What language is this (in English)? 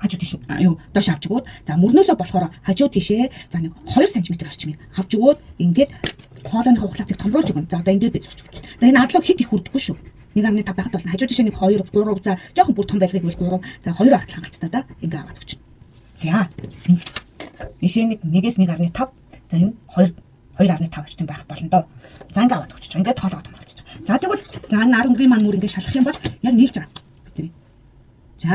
Mongolian